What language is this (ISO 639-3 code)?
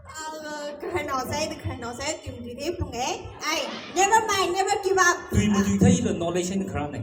nmf